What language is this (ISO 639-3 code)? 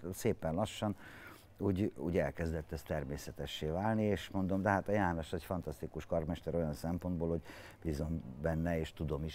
hun